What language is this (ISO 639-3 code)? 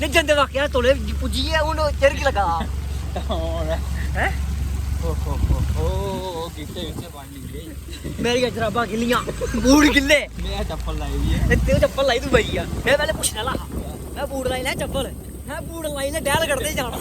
doi